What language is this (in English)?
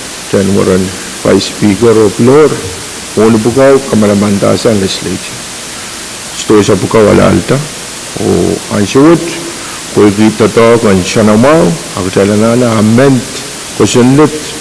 Pohnpeian